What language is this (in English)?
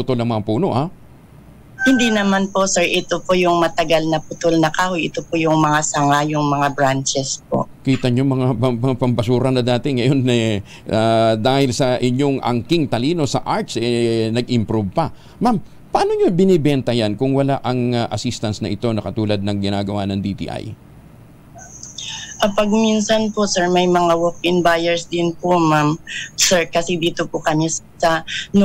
Filipino